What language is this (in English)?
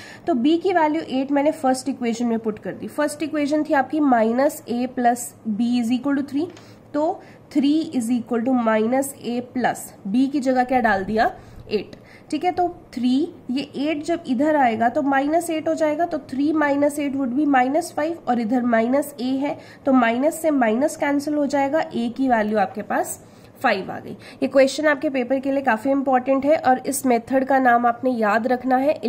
Hindi